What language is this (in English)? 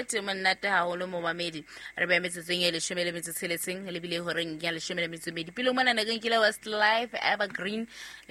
Southern Sotho